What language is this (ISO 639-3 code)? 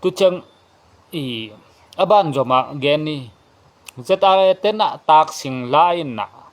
ctd